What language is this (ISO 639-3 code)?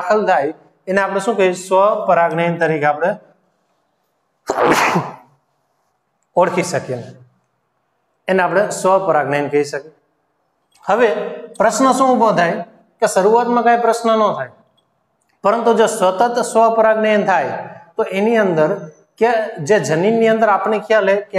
guj